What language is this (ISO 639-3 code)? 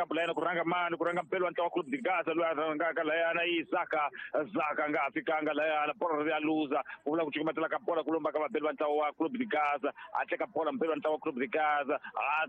tso